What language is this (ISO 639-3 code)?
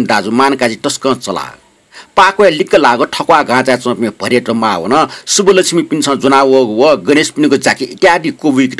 new